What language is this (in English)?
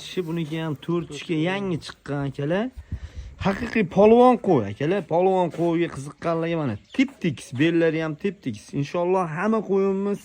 Uzbek